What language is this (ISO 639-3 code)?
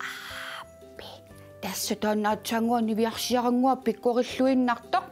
kal